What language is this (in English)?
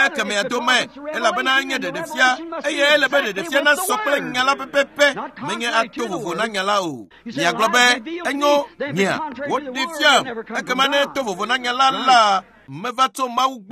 Ewe